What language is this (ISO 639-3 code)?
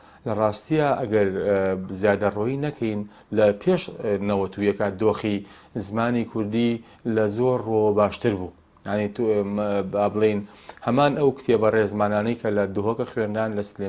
ckb